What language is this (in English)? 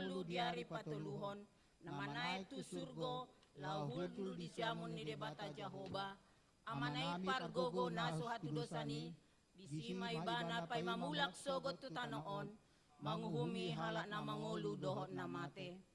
Batak Toba